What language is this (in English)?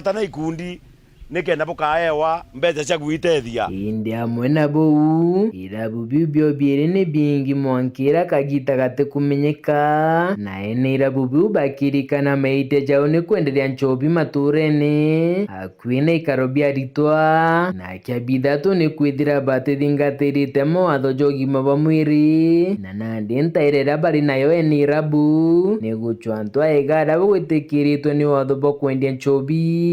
Meru